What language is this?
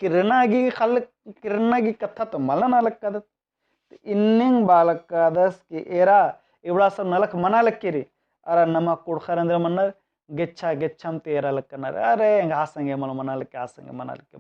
Kurukh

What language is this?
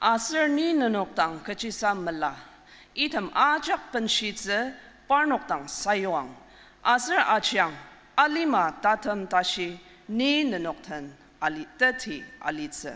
Ao Naga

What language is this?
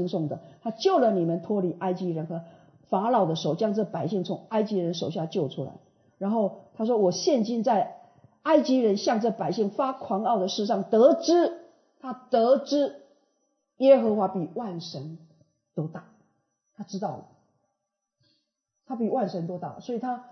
Chinese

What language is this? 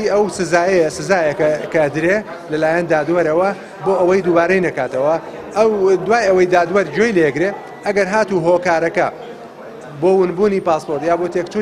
Central Kurdish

